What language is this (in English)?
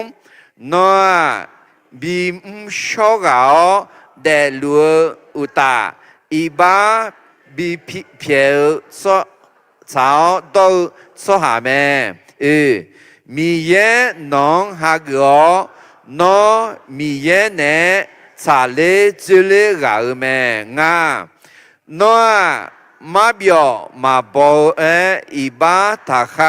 Akha